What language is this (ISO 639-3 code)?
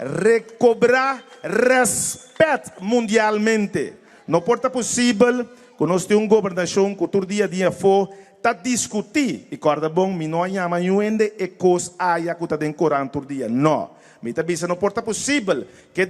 pap